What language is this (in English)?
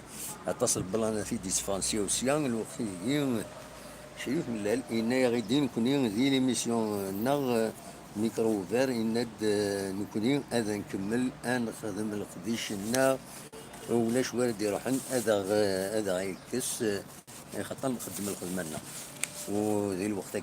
Kabyle